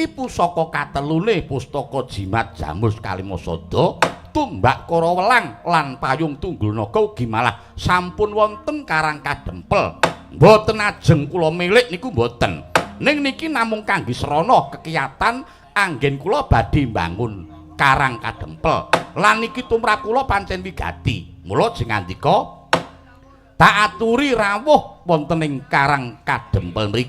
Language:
Javanese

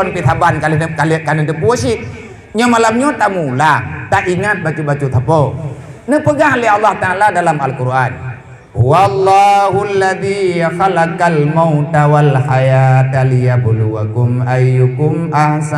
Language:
Achinese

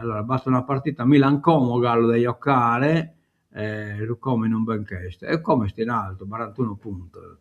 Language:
Sardinian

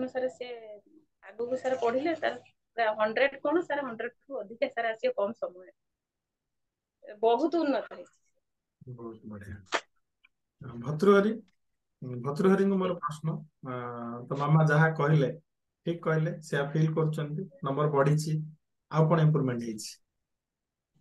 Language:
Odia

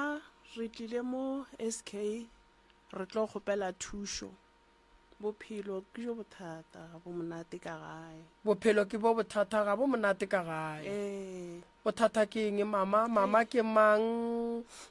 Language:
Northern Sotho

